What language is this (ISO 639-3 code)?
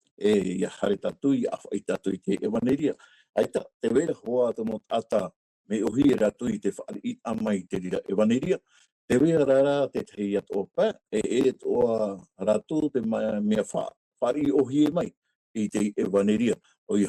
tah